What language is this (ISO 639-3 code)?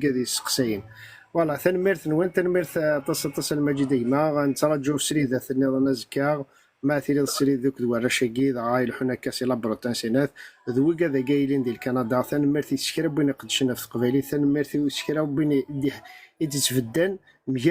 kab